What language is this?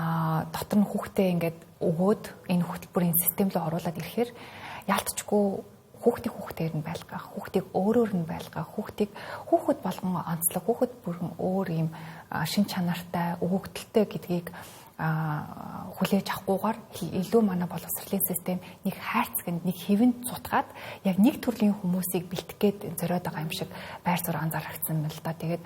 Mongolian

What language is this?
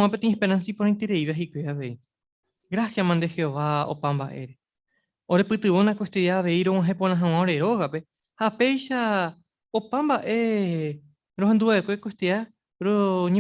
Guarani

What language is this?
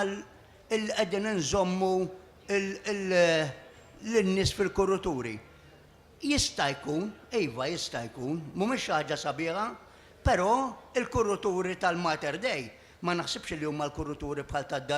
Maltese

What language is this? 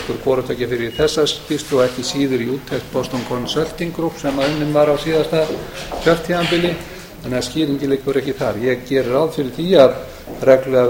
Icelandic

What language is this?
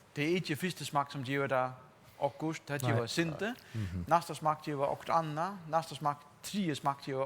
Faroese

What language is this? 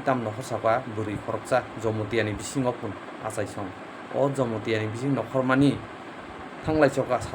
Kok Borok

